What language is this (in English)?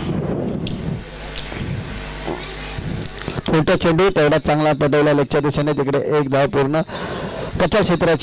Marathi